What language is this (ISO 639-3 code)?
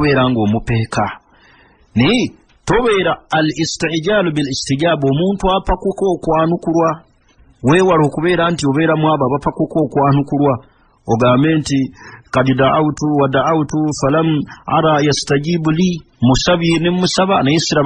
lug